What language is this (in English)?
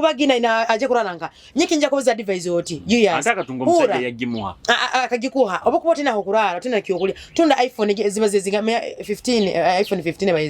Nyoro